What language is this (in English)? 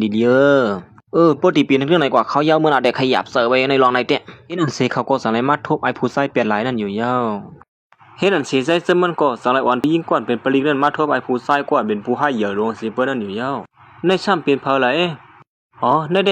Shan